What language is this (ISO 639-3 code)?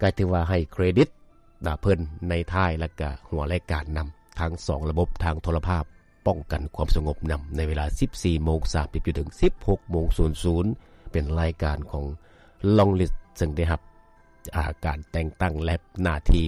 lao